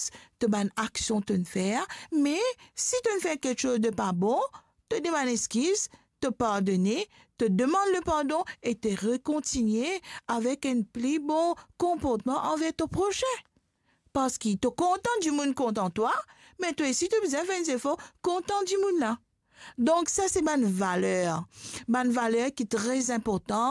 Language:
Morisyen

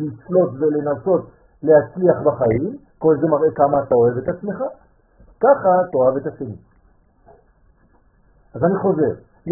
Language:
Hebrew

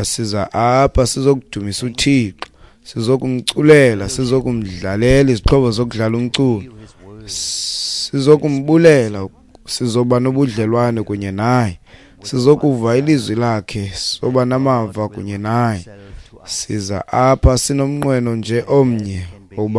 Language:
Xhosa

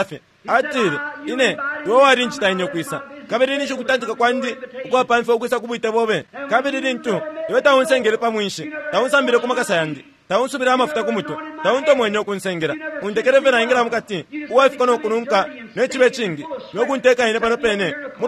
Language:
Bemba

